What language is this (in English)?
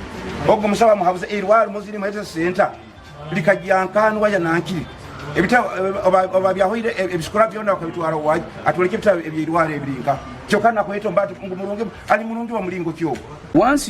Nyankole